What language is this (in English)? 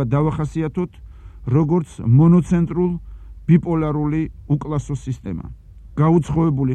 Georgian